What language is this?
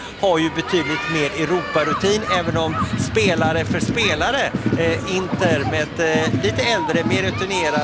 Swedish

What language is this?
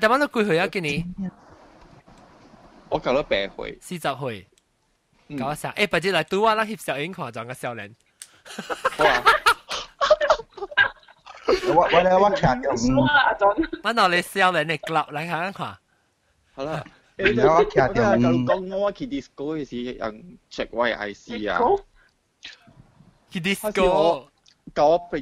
Min Nan Chinese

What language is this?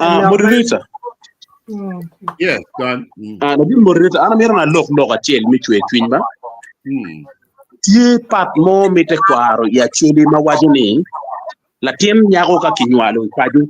Acoli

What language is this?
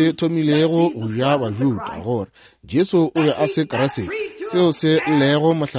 Northern Sotho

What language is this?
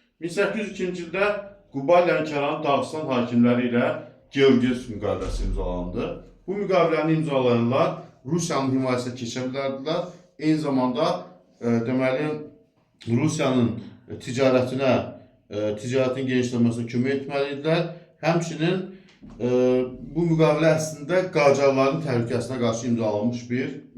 Azerbaijani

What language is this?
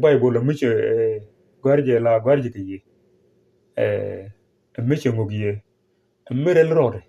Nuer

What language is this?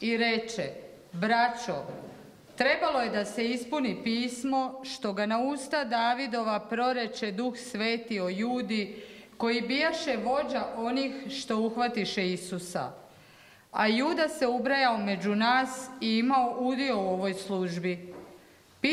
Croatian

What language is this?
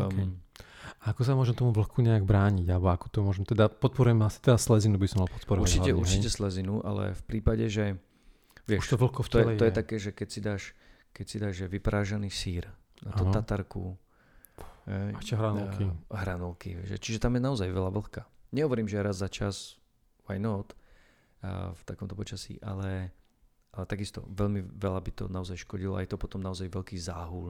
Slovak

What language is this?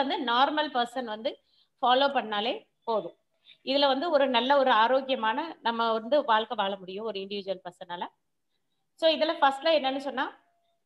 Tamil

